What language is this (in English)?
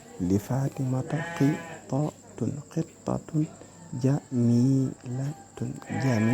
Wolof